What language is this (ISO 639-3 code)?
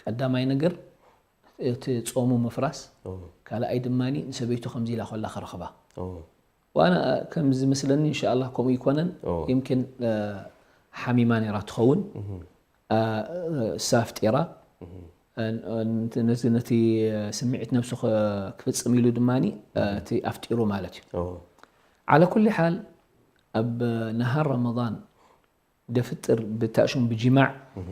tir